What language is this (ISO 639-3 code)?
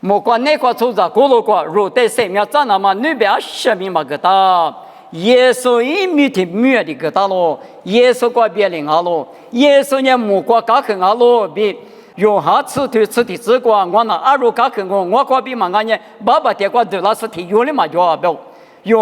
lis